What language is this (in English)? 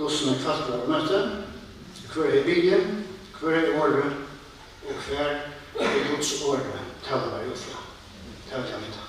Faroese